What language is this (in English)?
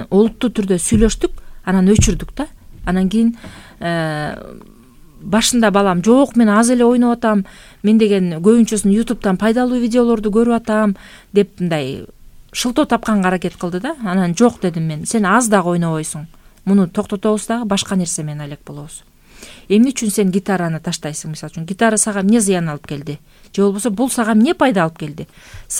Kyrgyz